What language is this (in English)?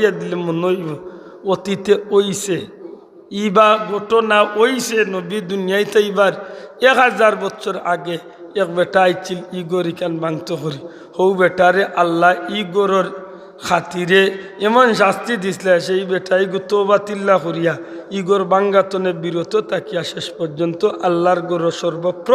Sylheti